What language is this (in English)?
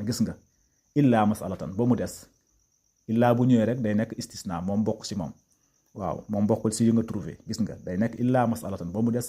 Wolof